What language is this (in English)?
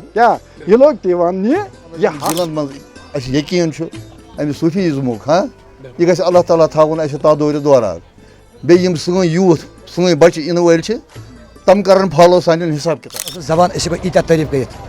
Kashmiri